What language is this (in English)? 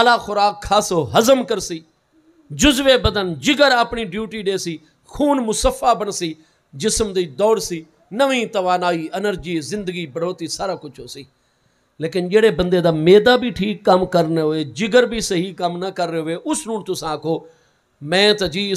Saraiki